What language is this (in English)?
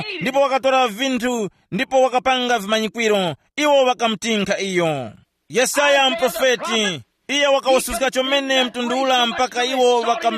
Tumbuka